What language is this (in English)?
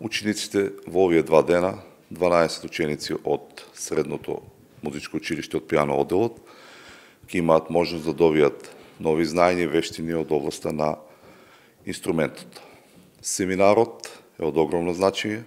Macedonian